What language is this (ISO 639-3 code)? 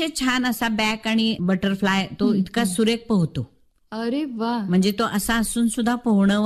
mar